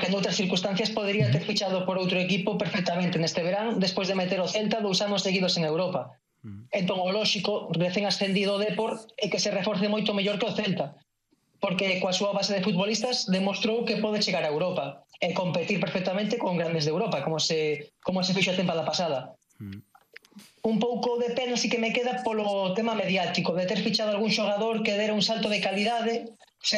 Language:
Galician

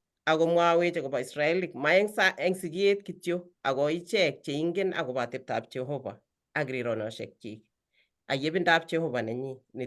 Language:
Kalenjin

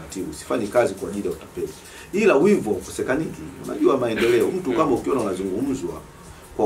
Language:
Swahili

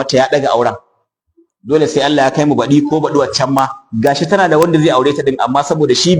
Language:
Hausa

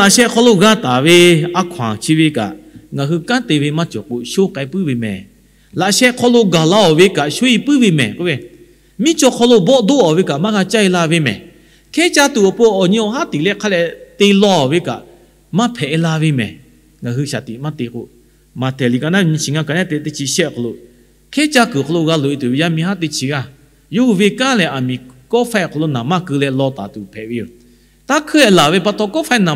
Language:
Lahu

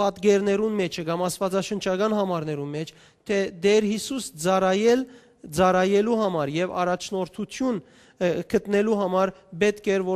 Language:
Western Armenian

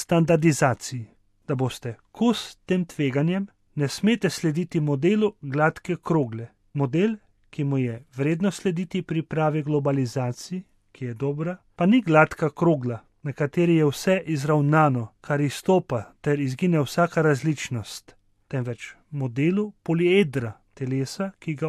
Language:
Slovenian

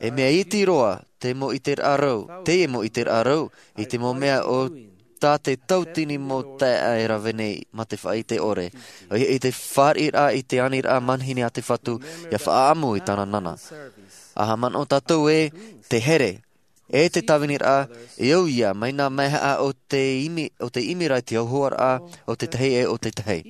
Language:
Tahitian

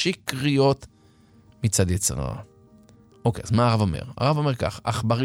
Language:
Hebrew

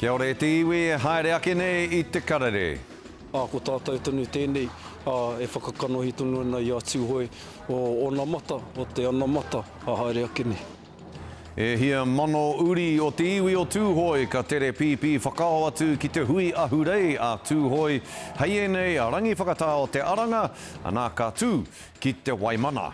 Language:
Māori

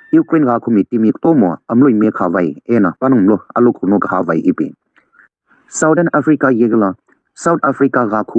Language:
Sumi Naga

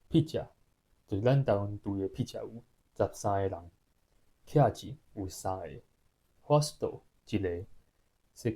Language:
Min Nan Chinese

